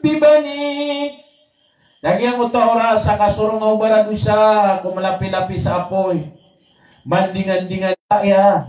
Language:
Maranao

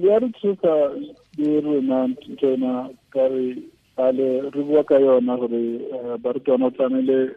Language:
Tswana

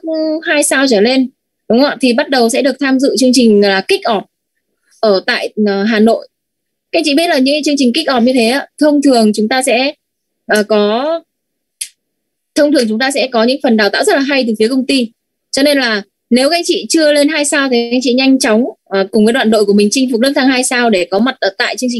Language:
Vietnamese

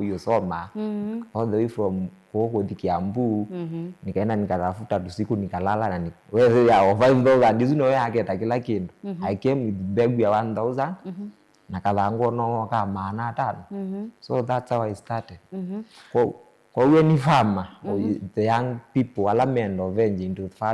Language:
Kamba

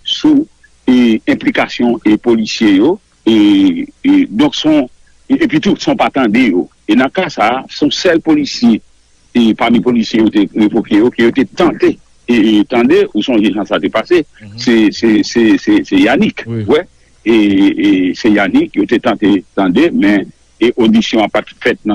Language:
Haitian Creole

